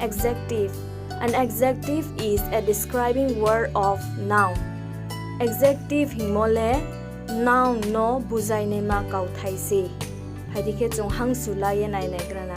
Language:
Riang (India)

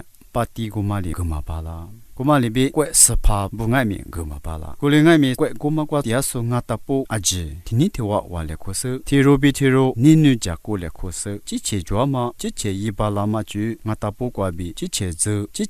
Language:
Lisu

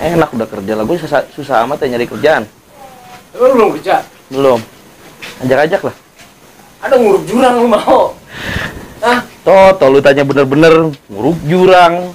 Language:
Betawi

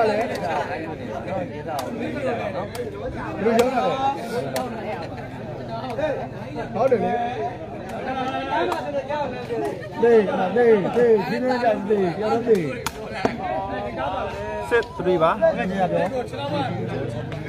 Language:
Burmese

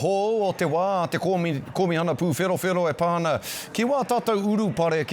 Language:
Māori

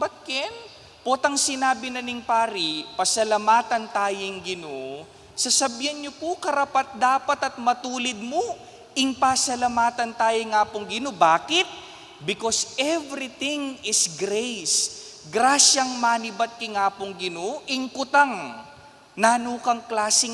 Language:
Pampanga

